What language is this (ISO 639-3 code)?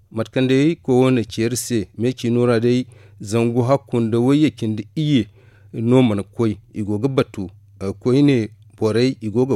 dje